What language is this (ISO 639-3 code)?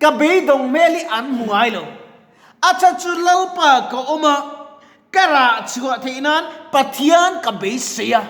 lus